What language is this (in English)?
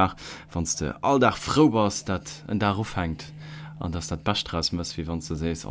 Luxembourgish